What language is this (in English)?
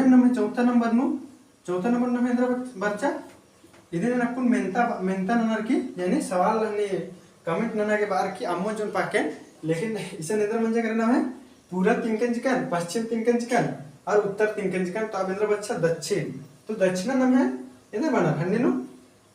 Kurukh